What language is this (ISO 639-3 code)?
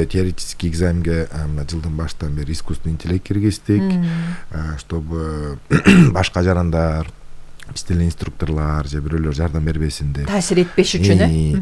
kir